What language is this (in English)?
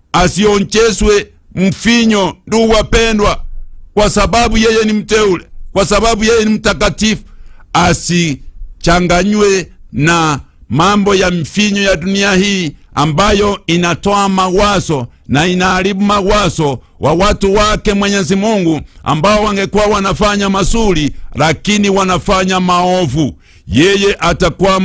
Swahili